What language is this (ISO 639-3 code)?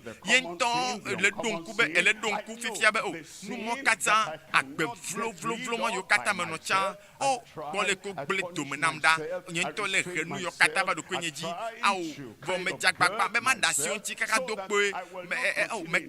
ewe